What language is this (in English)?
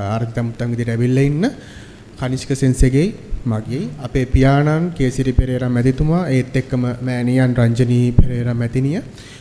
Sinhala